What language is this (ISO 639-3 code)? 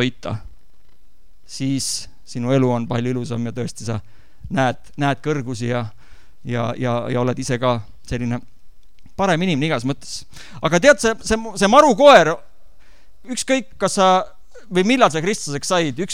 est